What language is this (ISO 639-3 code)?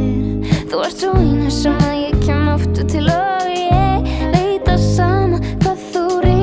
isl